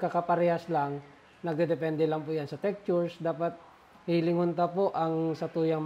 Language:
Bikol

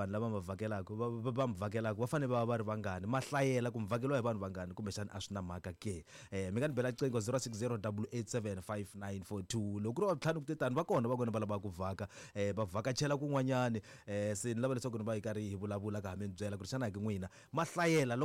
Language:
Tsonga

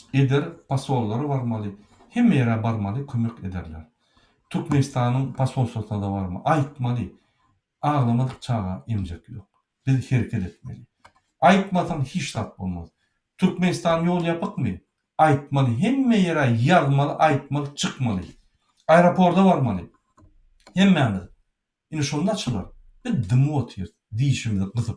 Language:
Turkmen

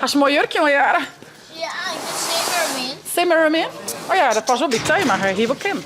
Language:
Western Frisian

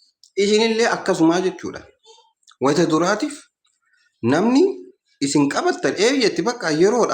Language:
Oromo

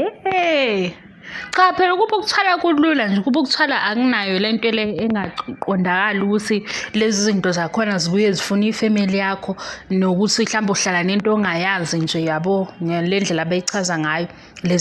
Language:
Zulu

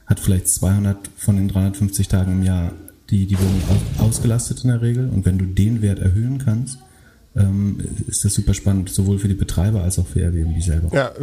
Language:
German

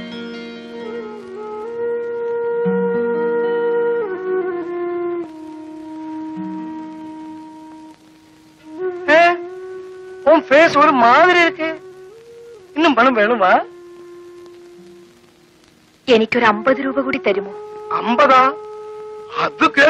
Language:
Malayalam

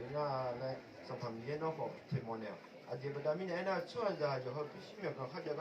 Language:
Akha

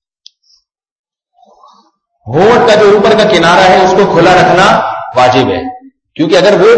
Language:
Urdu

